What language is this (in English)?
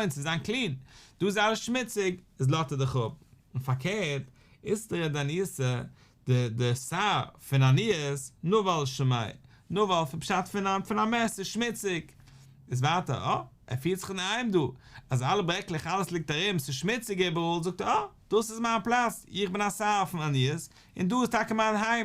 Yiddish